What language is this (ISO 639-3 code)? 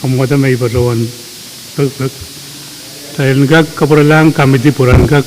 pon